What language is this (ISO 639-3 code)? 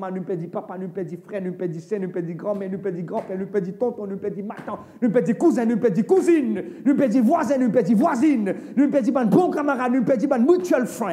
mfe